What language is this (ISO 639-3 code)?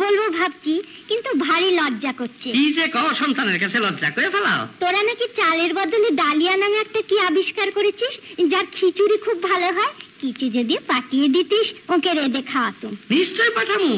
ben